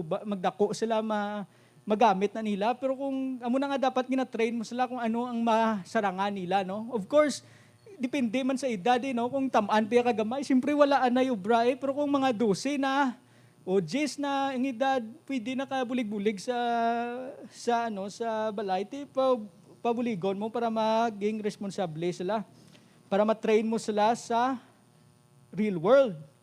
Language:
Hiligaynon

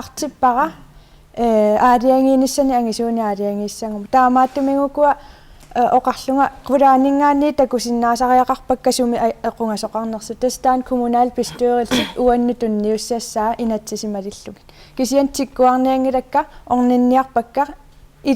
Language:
Kalaallisut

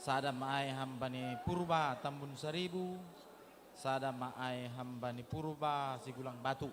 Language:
Batak Simalungun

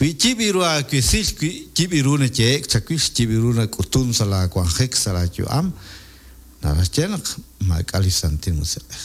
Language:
Kekchí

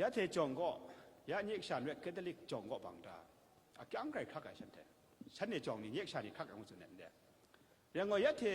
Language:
Kachin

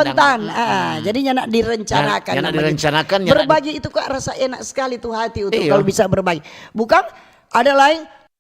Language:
Manado Malay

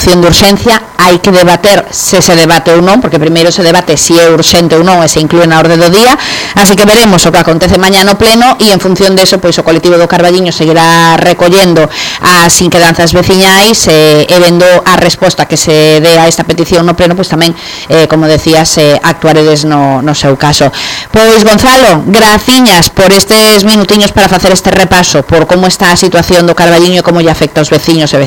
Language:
Galician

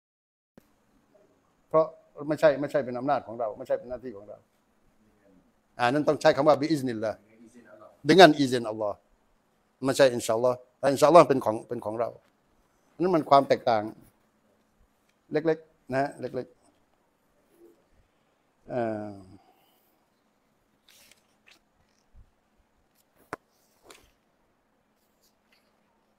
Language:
Thai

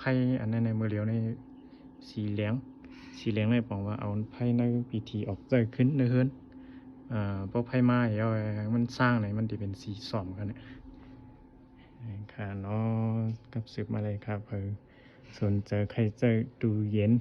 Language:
Shan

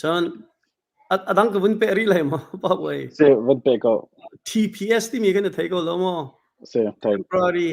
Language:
Hakha Chin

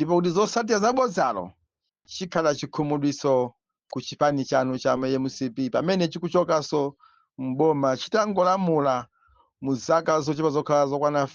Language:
Nyanja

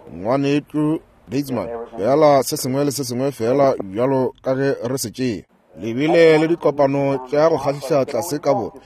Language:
Northern Sotho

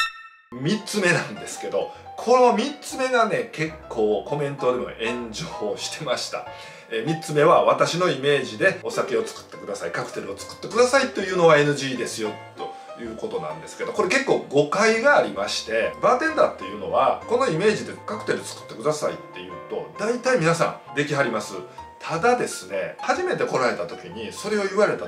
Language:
Japanese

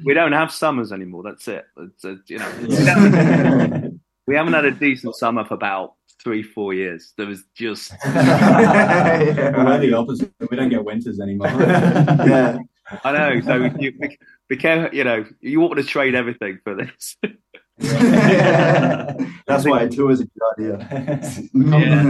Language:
English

